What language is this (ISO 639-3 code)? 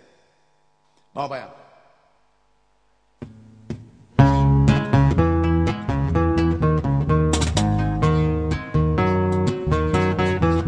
eus